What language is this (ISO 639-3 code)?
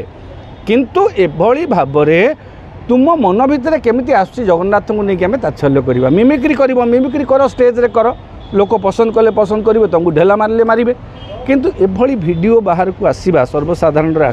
ori